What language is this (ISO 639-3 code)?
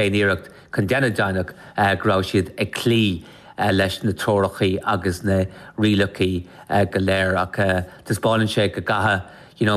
gle